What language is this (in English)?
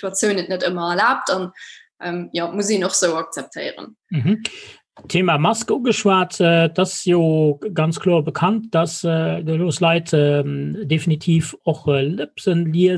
Luxembourgish